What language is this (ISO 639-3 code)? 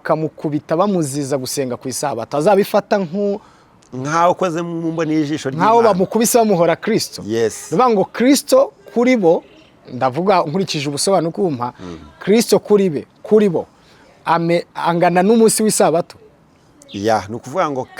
kin